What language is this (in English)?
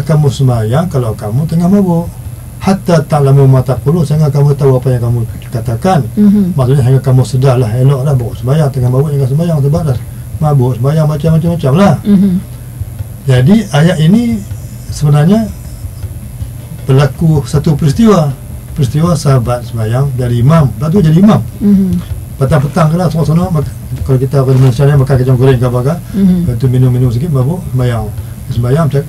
Malay